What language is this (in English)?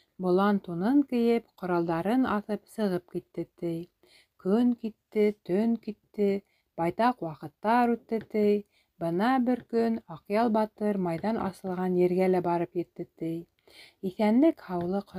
Bashkir